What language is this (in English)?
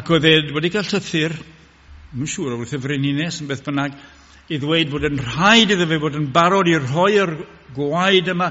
Welsh